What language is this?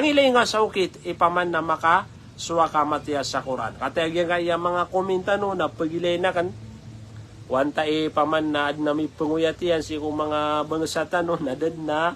Maranao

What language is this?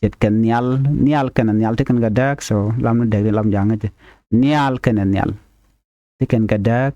Nuer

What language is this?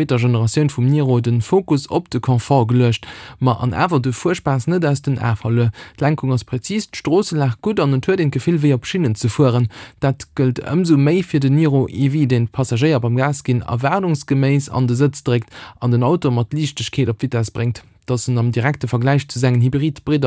Luxembourgish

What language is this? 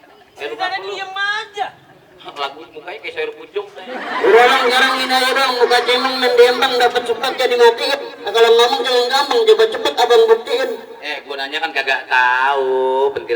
Betawi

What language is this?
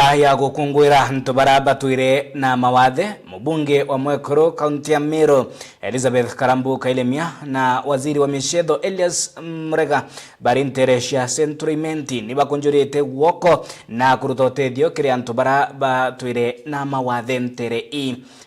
Meru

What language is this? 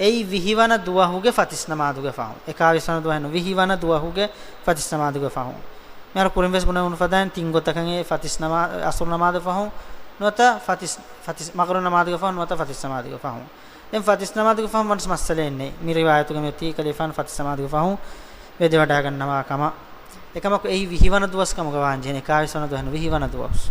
Divehi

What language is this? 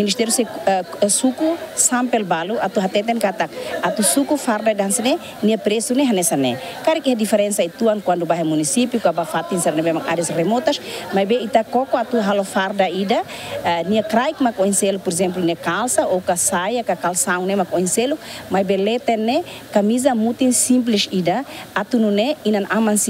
Tetum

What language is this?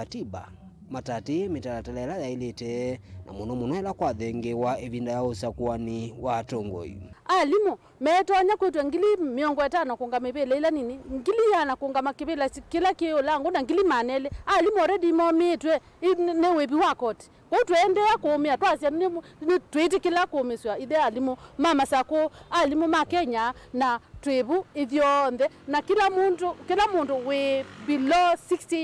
Kamba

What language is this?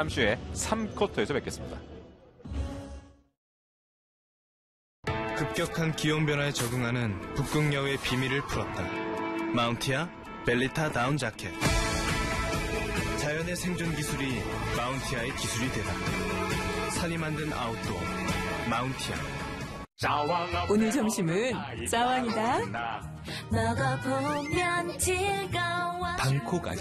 Korean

